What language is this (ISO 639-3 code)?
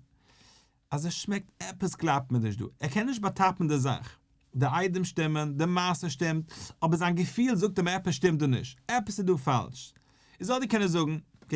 yid